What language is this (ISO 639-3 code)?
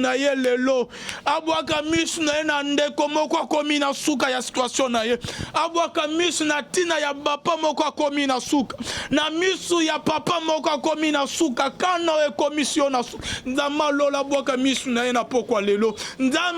lin